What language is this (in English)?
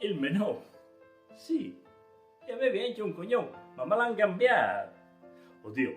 Friulian